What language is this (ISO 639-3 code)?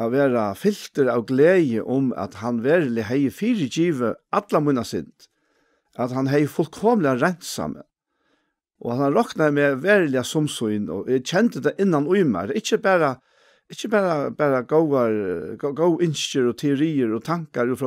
fao